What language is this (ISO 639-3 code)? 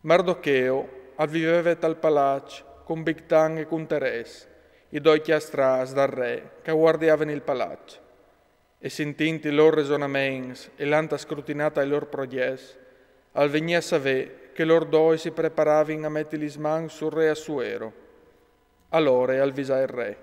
fur